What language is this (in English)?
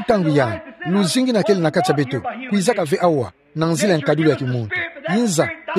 Kituba (Democratic Republic of Congo)